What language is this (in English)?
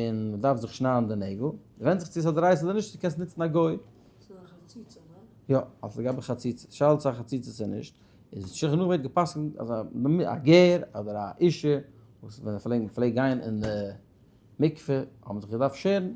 Yiddish